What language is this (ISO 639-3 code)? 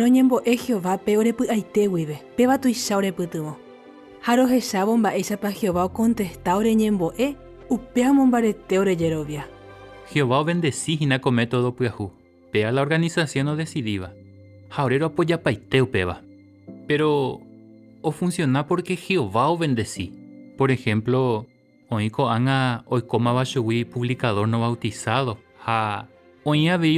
grn